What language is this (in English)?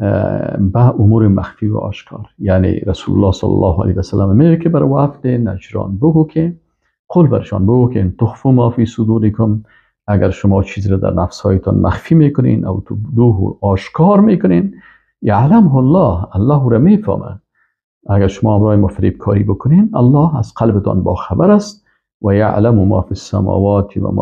Persian